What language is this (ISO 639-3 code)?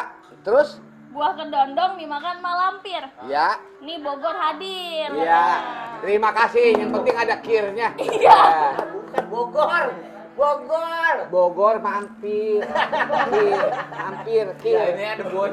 bew